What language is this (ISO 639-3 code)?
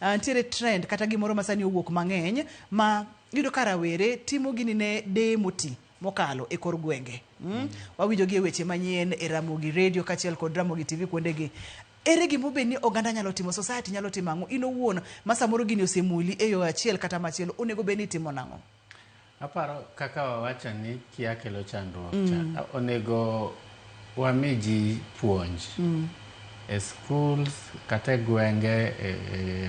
luo